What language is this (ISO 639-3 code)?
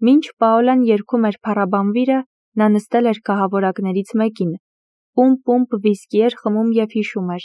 hye